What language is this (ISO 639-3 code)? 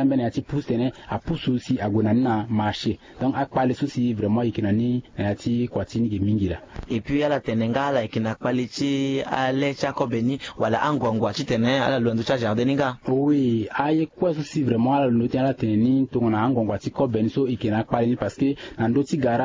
sag